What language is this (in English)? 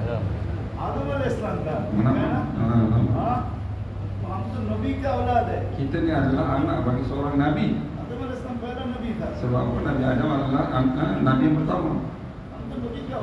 Malay